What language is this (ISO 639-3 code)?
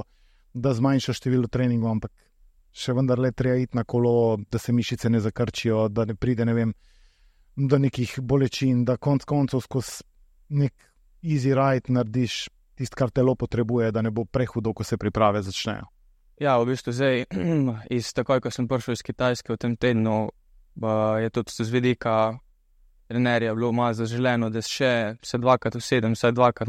slv